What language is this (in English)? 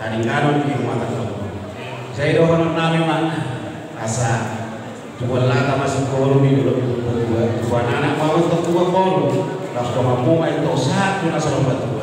Batak Toba